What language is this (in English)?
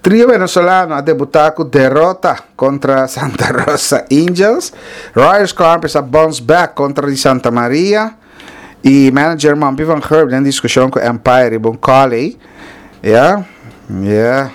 Papiamento